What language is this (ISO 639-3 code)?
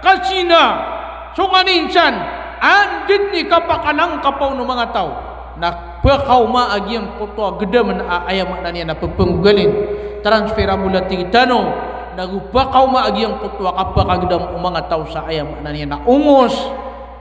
mrw